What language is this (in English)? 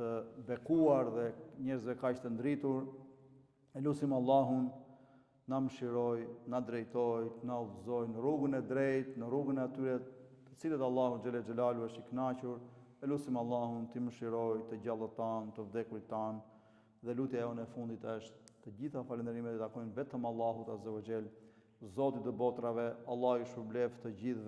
Albanian